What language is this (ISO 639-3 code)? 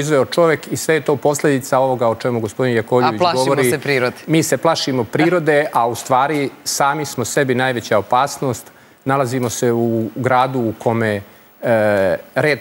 srp